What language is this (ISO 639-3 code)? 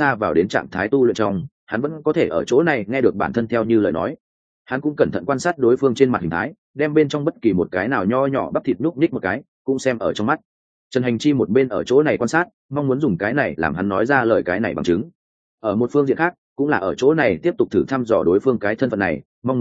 vie